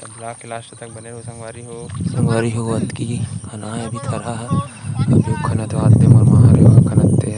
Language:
Chhattisgarhi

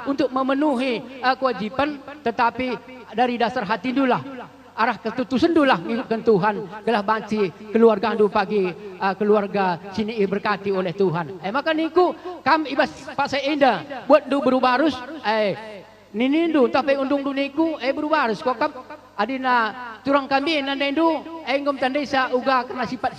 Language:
Batak Karo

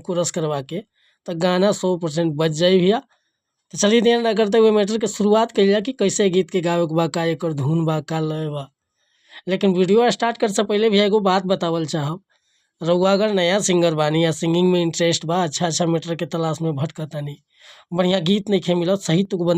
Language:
Bhojpuri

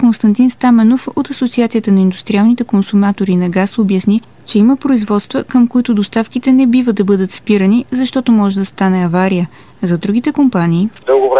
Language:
Bulgarian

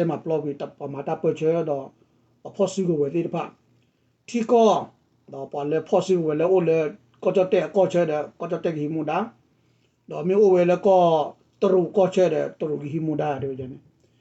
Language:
S'gaw Karen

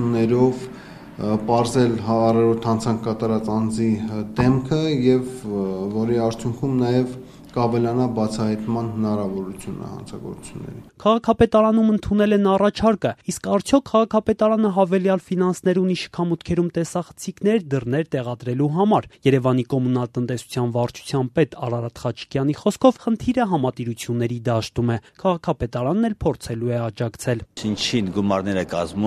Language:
Armenian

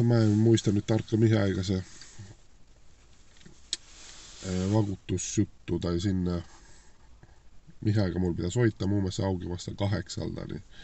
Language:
Finnish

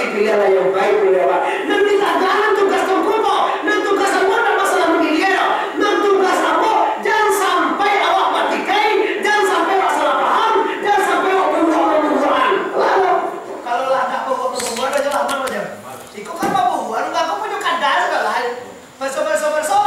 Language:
Minangkabau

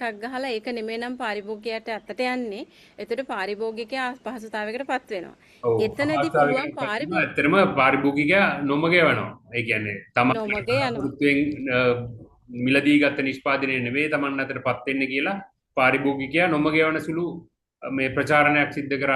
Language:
Sinhala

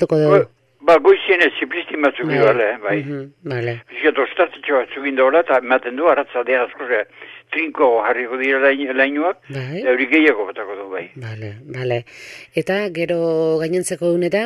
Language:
Basque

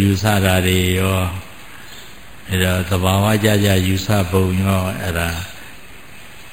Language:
Burmese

